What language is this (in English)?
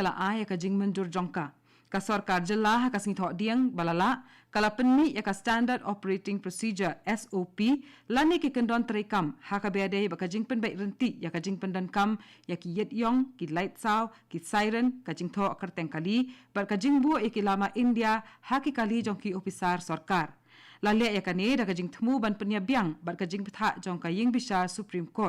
Khasi